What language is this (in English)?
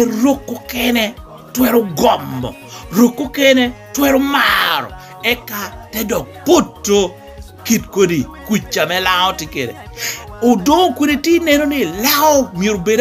Lango (Uganda)